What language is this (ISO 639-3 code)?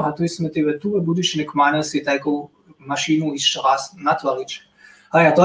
hsb